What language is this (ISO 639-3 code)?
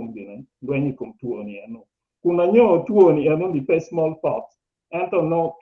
ach